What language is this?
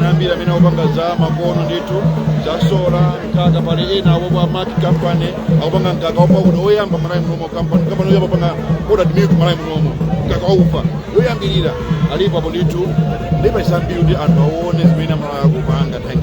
Nyanja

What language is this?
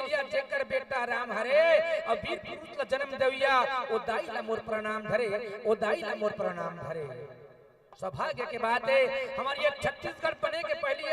Chhattisgarhi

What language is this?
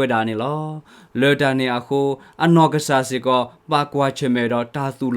S'gaw Karen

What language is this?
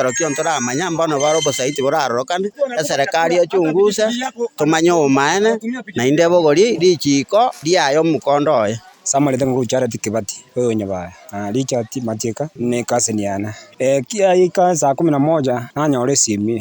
Gusii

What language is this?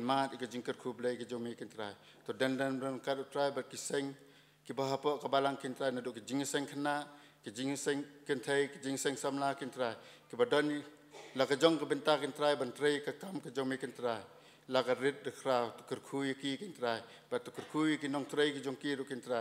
Khasi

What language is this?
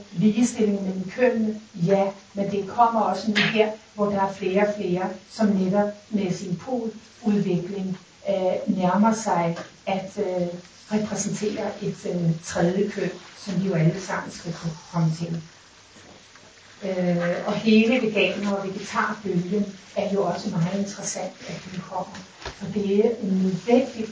Danish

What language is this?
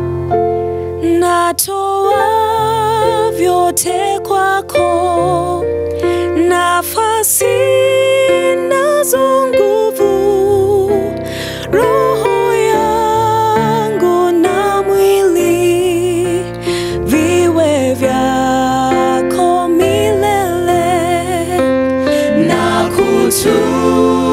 Swahili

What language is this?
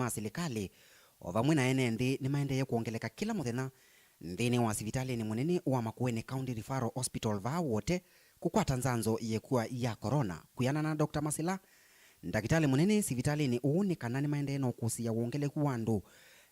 Kamba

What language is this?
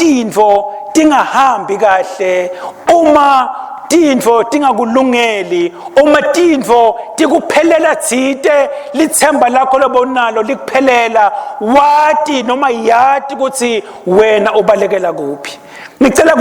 Swati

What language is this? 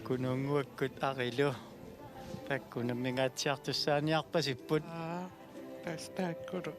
Kalaallisut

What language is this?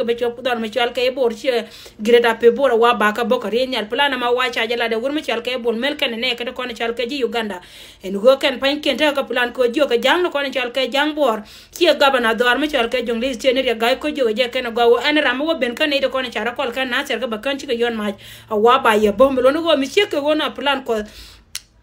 Nuer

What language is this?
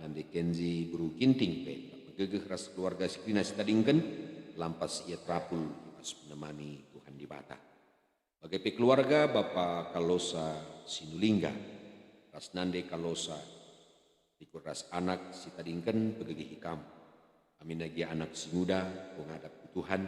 Batak Karo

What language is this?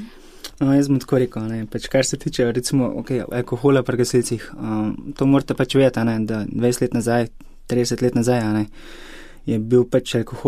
Slovenian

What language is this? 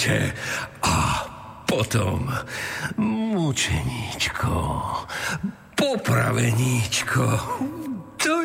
Slovak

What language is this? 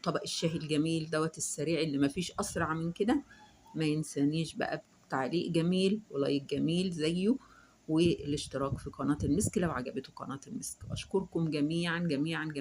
Egyptian Arabic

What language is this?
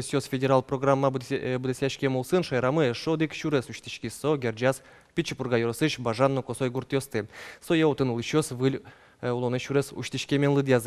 Udmurt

